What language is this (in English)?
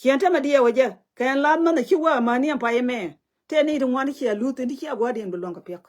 Nuer